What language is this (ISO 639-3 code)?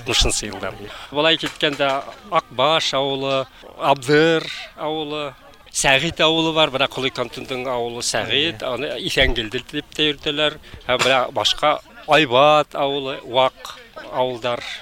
bak